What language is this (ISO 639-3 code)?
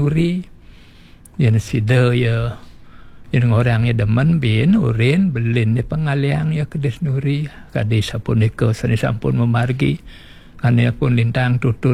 ban